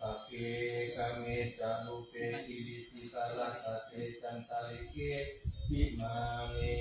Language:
Pali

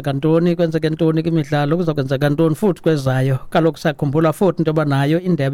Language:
Xhosa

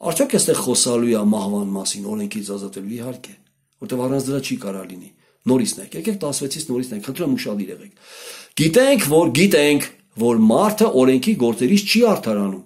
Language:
Armenian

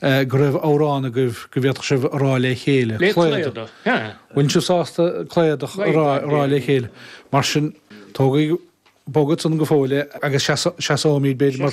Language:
Irish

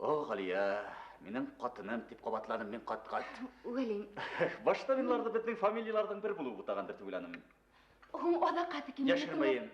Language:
Bashkir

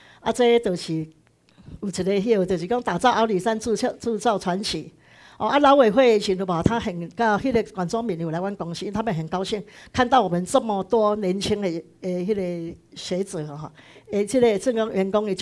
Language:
Min Nan Chinese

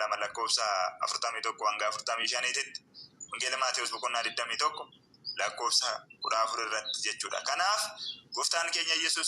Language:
Oromo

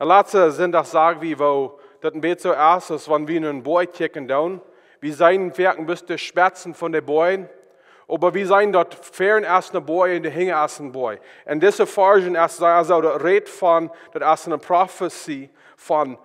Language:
Plautdietsch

